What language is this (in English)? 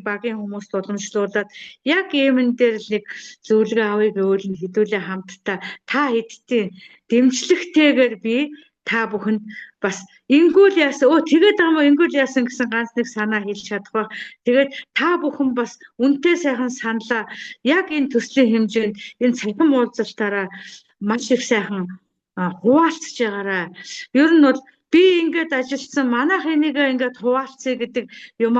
Mongolian